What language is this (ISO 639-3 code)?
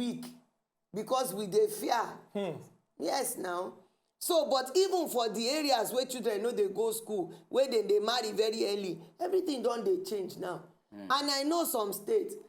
pcm